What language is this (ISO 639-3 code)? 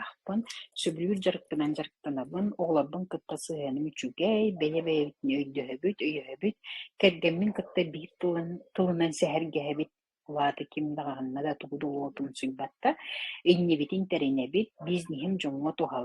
sah